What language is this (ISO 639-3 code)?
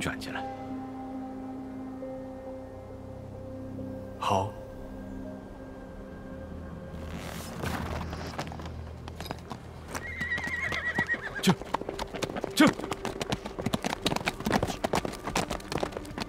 zho